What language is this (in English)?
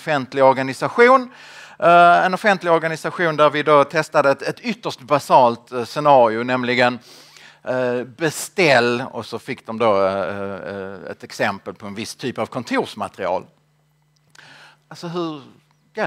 Swedish